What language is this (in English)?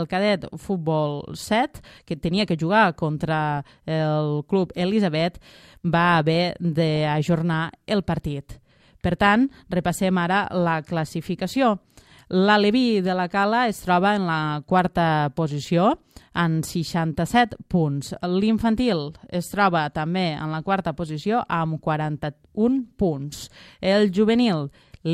Catalan